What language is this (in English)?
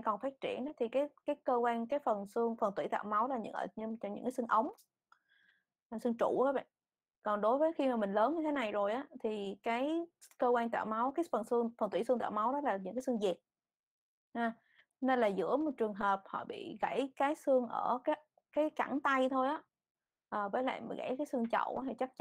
Vietnamese